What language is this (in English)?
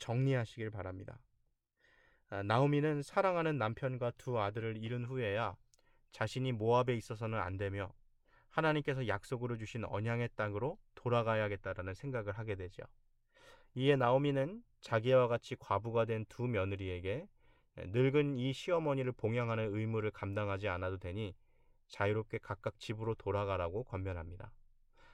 Korean